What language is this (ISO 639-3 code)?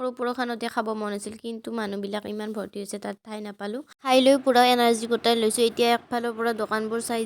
asm